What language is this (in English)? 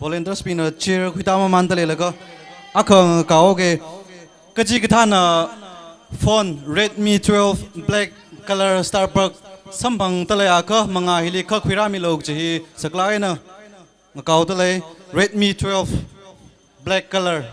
Tangkhul Naga (India)